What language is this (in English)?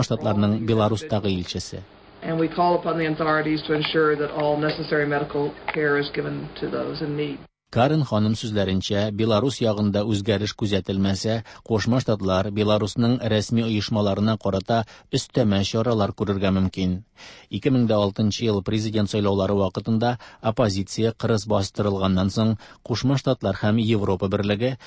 Tatar